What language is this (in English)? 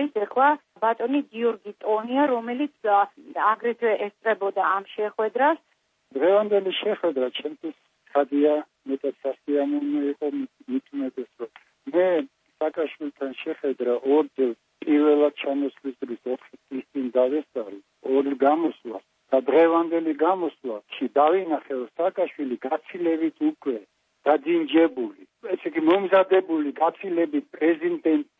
Georgian